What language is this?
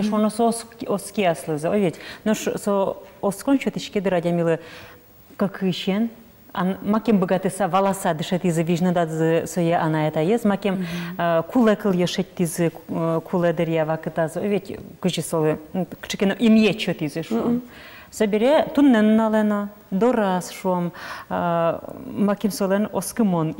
Udmurt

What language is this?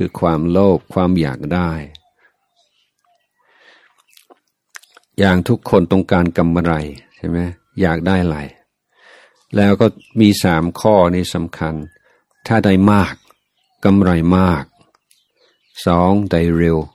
Thai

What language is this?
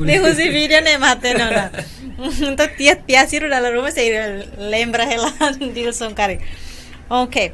Tetum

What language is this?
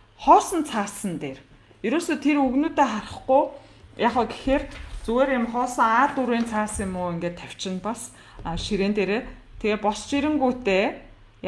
Mongolian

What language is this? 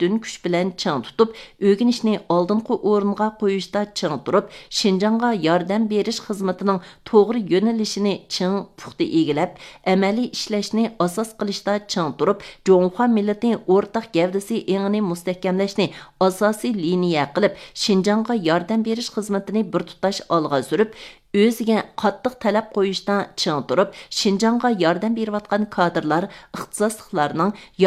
Uyghur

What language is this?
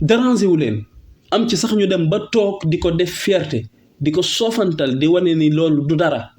Wolof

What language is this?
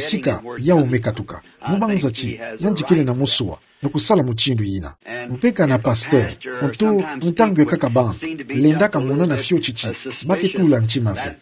Kituba (Democratic Republic of Congo)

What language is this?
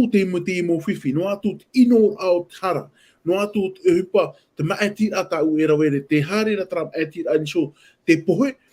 Tahitian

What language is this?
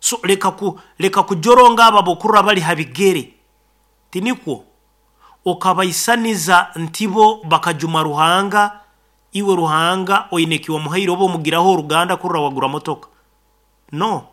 Nyankole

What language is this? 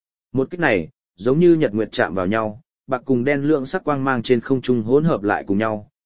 Vietnamese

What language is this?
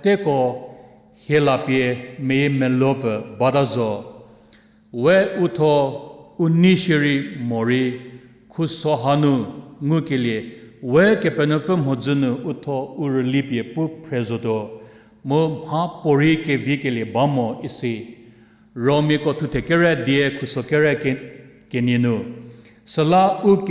Angami Naga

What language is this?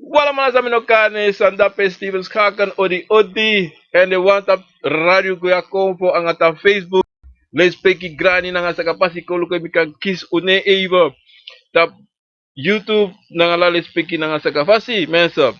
Sranan Tongo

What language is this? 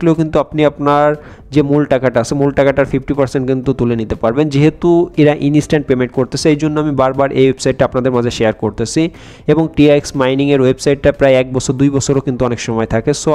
Bangla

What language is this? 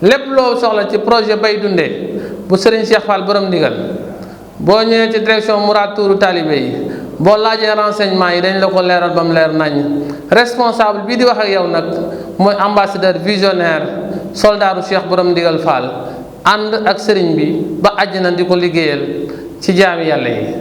Wolof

